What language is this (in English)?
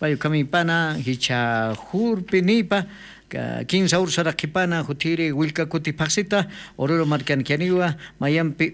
South Bolivian Quechua